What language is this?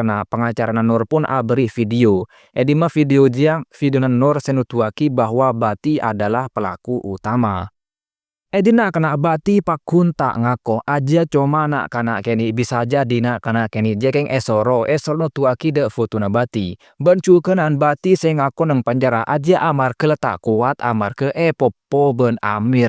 Madurese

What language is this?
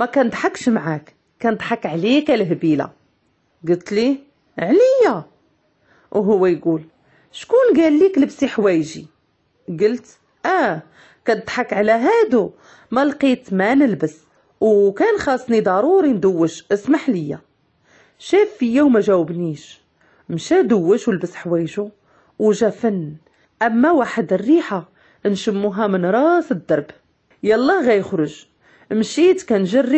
Moroccan Arabic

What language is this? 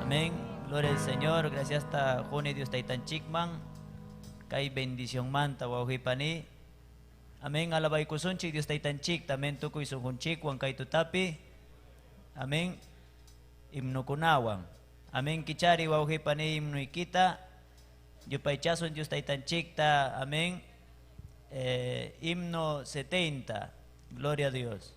Ayacucho Quechua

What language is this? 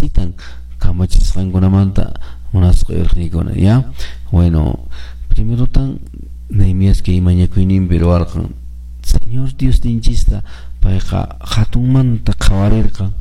Quechua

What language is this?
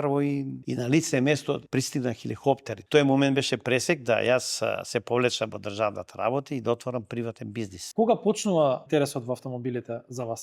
Macedonian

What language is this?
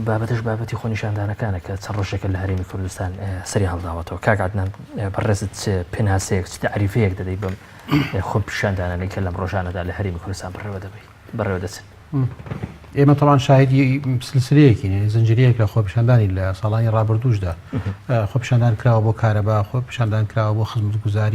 Central Kurdish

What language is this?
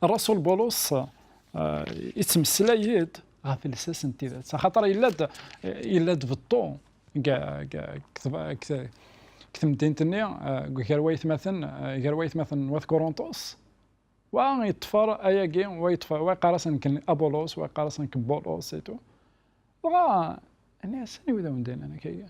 Kabyle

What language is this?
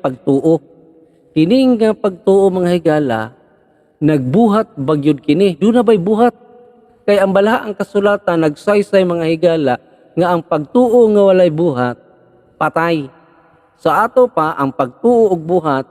Cebuano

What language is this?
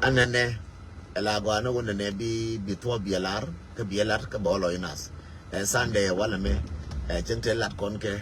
Nuer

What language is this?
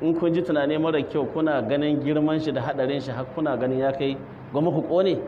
Hausa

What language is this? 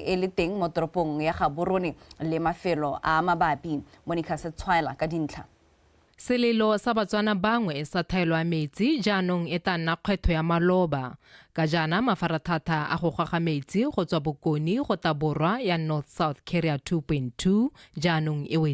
Tswana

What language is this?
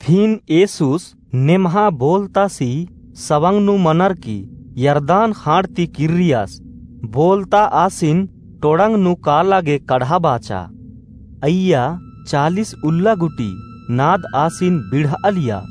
Kurukh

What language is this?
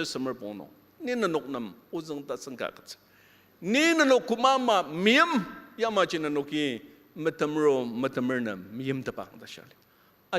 Ao Naga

